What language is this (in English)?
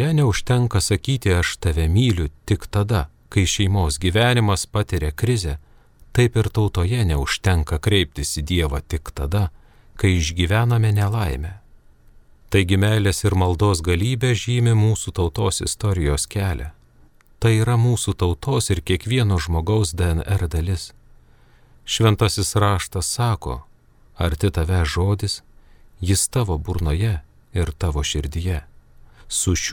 Lithuanian